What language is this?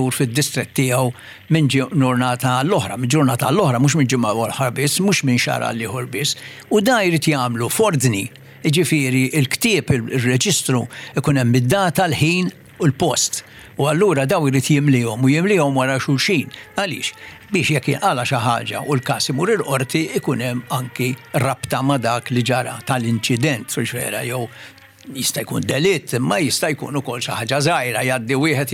Maltese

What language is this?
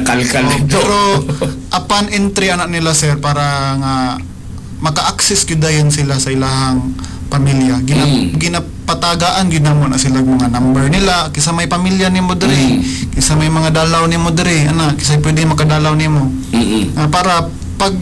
Cebuano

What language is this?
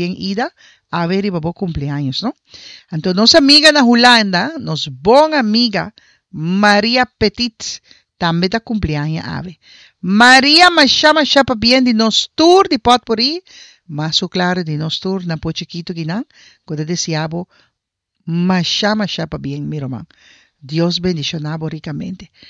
Papiamento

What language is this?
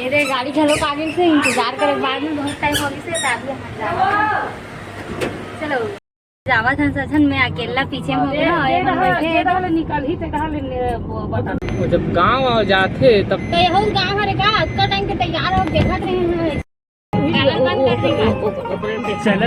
Chhattisgarhi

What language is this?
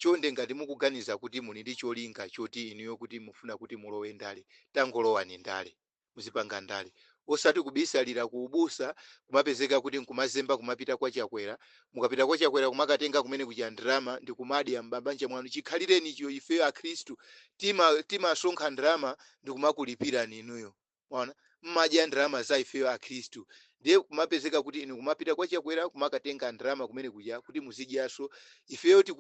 Nyanja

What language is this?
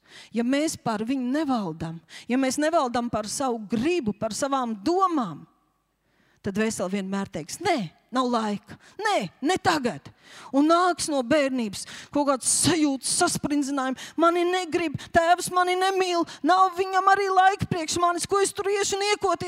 Latvian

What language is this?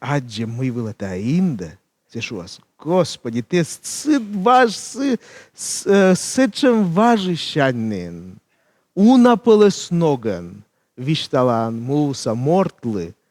Komi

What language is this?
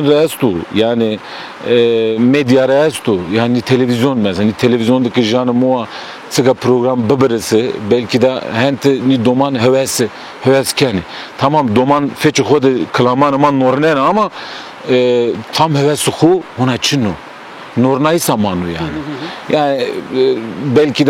Zaza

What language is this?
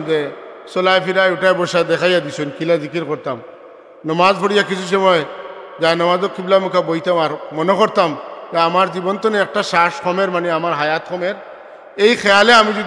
Sylheti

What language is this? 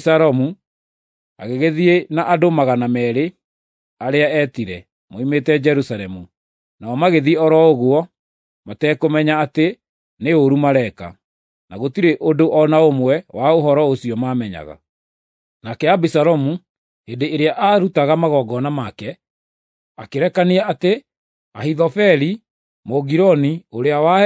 Kikuyu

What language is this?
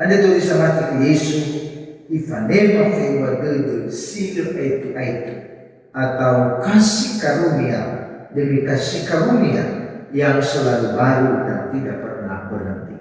Nias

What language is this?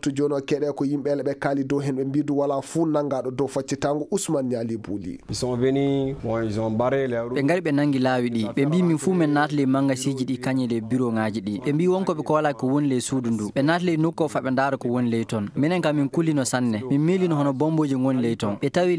Fula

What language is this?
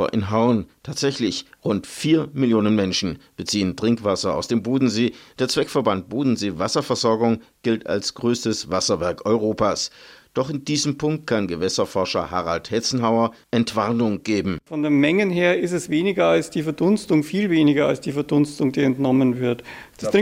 German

